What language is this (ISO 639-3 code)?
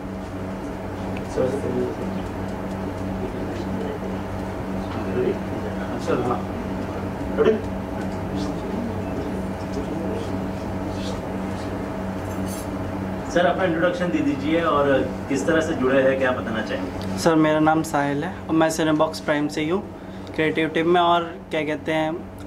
hin